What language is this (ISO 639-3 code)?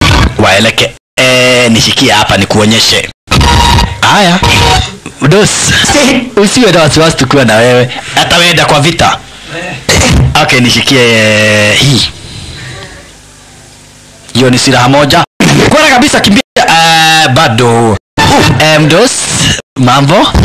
swa